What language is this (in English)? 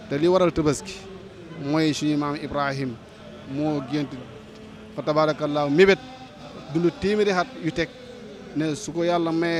Wolof